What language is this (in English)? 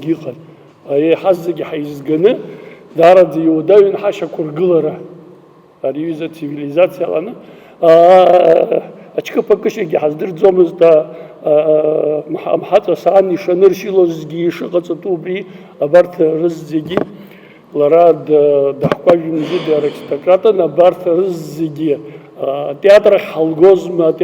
Abkhazian